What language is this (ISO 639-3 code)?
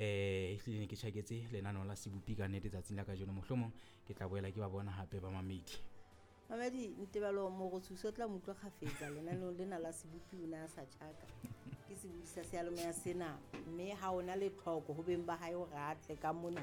sot